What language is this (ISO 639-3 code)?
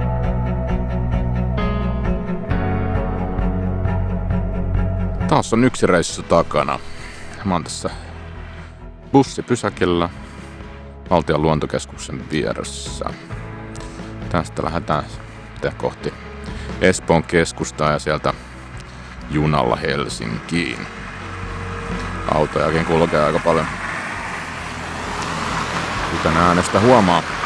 fin